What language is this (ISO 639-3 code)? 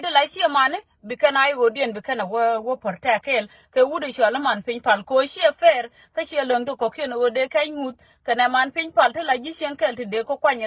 nus